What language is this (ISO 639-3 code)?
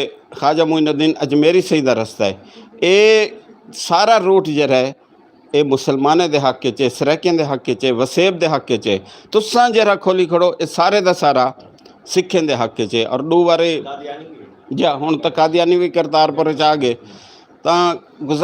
lah